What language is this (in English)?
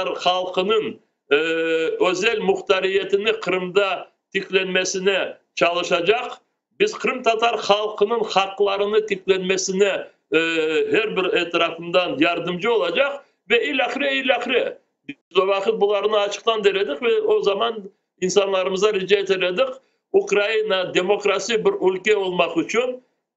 Crimean Tatar